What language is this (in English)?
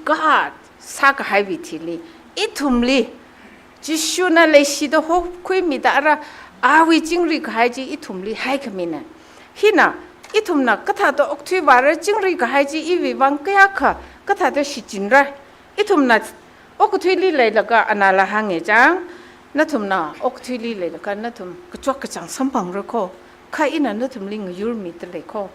Tangkhul Naga (India)